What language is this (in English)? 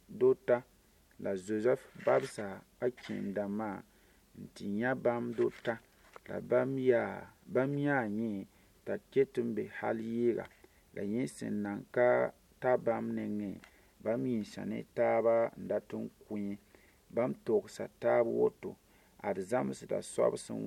Mossi